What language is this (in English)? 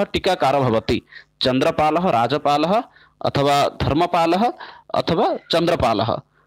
Sanskrit